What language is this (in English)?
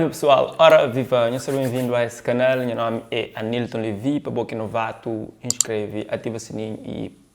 Kabuverdianu